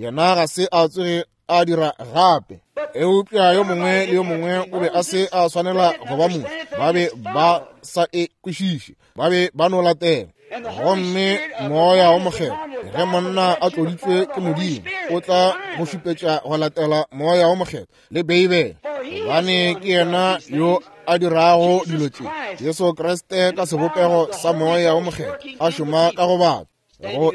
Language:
Northern Sotho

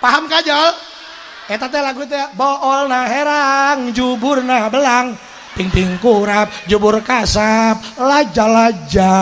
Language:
Sundanese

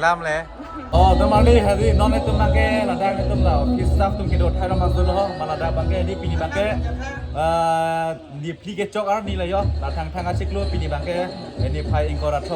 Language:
Karbi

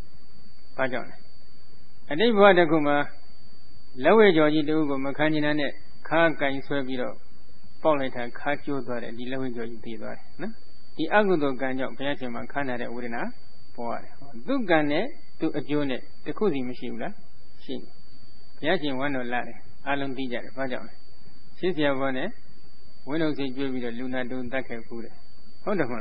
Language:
Burmese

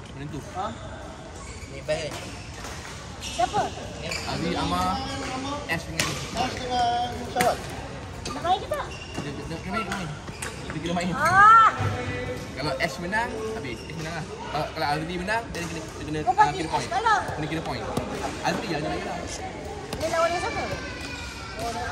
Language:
Malay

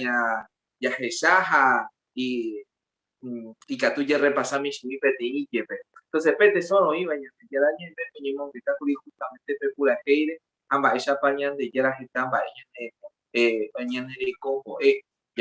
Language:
Guarani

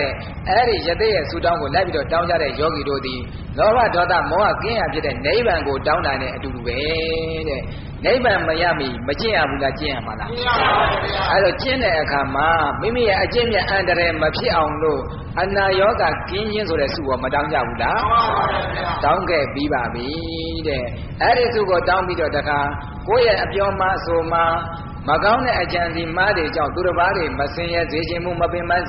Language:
Burmese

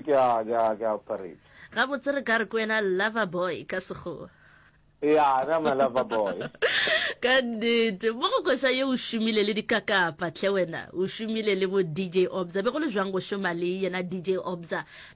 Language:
Northern Sotho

